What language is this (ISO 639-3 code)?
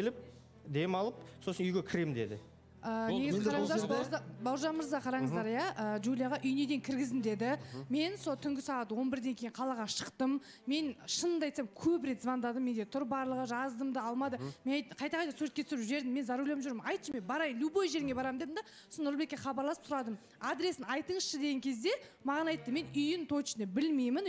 kaz